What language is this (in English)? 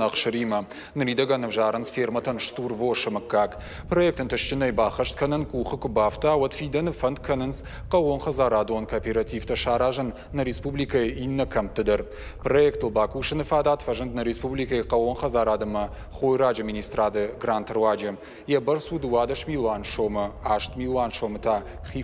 Ossetic